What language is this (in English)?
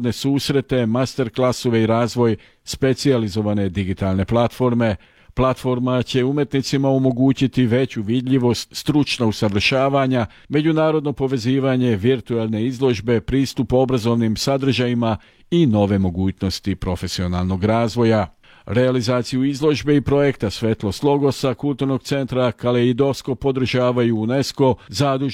Serbian